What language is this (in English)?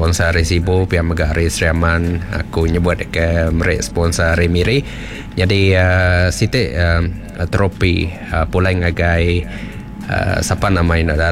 Iban